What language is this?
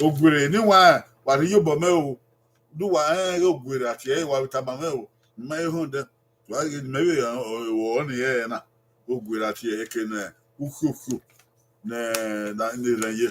Bini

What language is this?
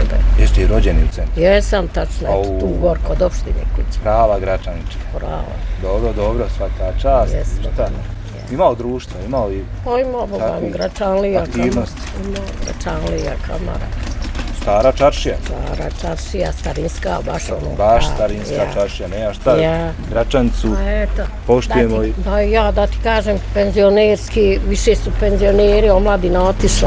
Bosnian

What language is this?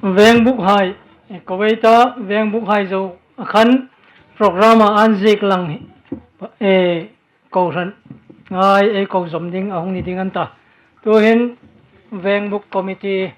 Hmar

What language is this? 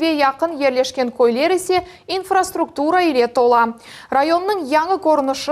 Crimean Tatar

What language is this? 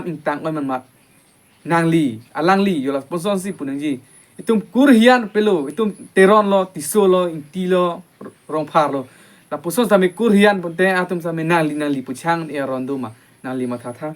Karbi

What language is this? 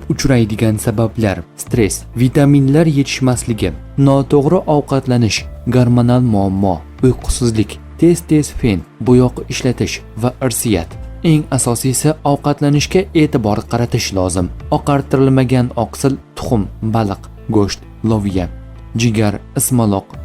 Uzbek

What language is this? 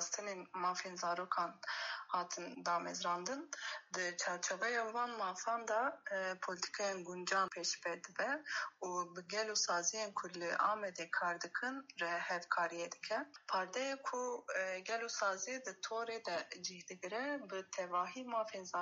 Kurdish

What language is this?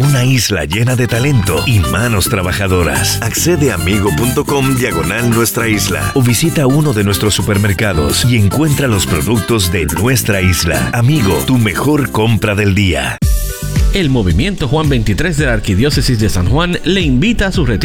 Spanish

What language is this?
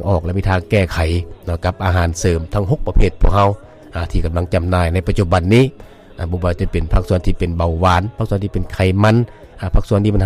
Lao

